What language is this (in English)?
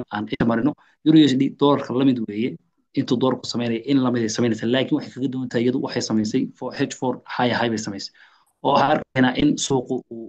Somali